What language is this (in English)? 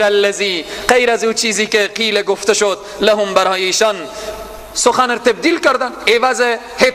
Persian